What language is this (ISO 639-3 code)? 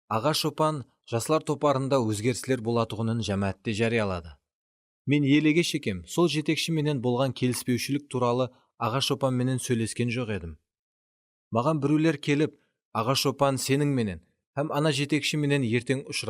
kaa